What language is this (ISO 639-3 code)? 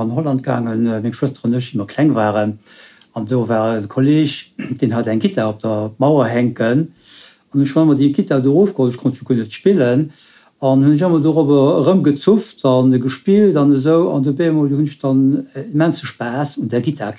ltz